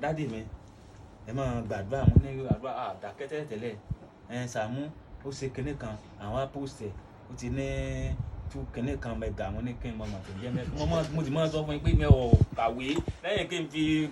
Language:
Yoruba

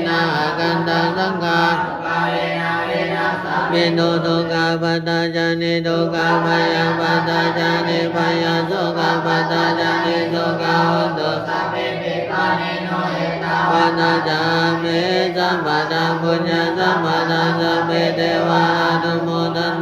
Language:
Pali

